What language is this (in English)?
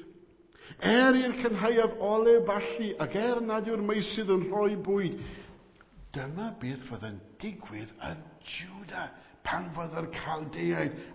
Welsh